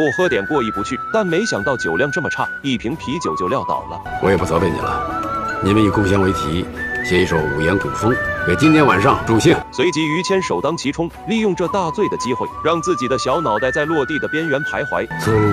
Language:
Chinese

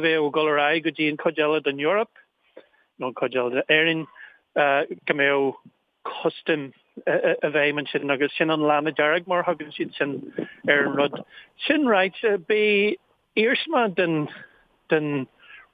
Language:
Irish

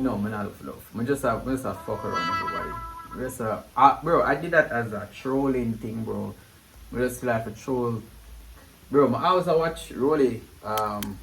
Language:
Jamaican Creole English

